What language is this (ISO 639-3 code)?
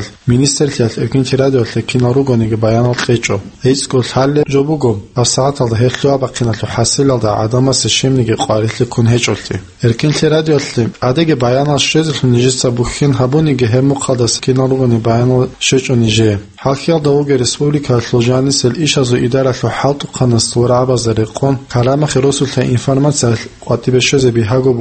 ava